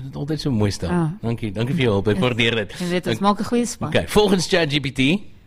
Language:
Afrikaans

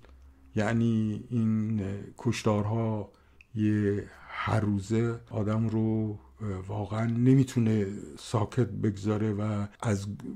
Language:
Persian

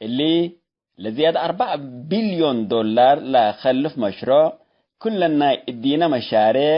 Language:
Tigre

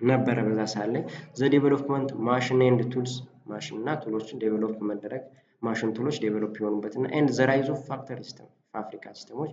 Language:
Amharic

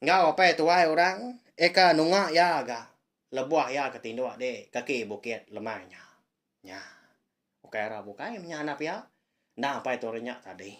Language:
Iban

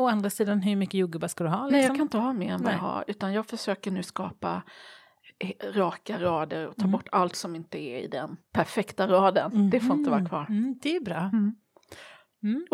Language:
Swedish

